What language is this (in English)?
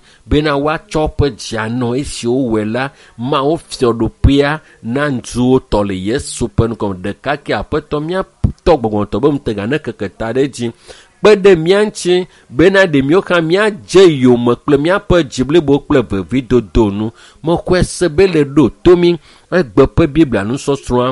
Ewe